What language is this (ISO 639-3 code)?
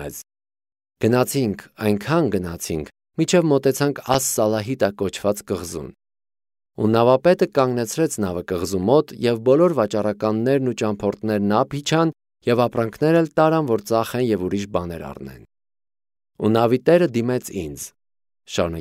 hye